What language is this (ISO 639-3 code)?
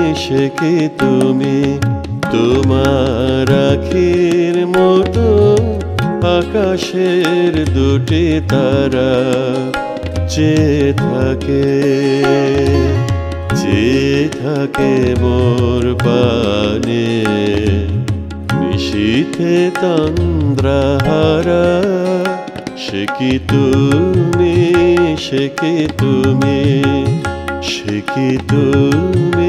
ben